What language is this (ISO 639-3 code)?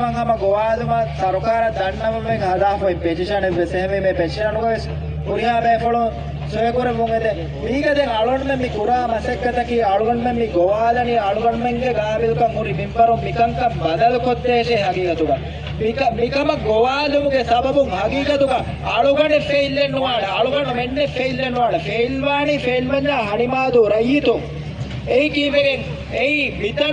div